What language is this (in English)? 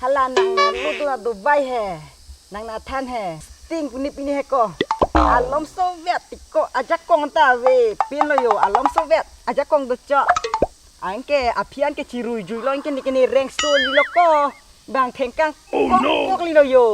Karbi